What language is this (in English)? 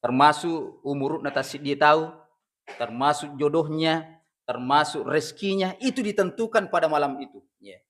Buginese